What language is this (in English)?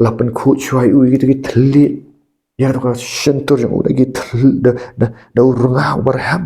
Khasi